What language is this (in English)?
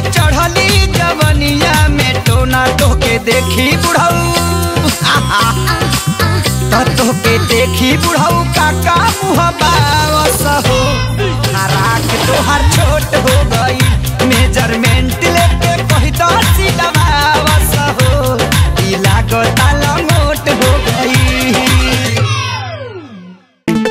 Bhojpuri